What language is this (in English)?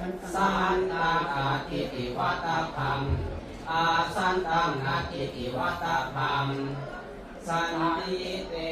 Pali